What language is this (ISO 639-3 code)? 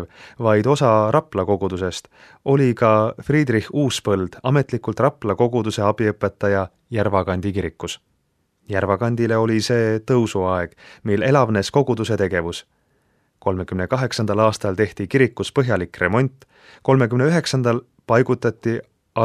est